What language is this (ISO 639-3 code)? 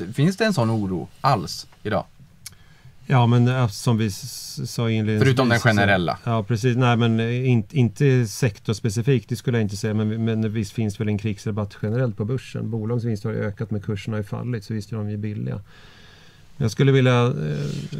swe